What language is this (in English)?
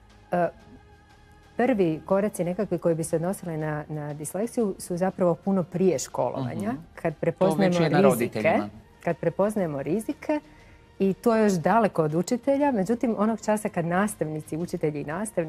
Croatian